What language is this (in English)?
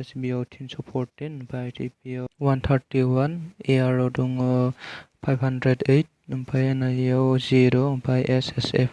Bodo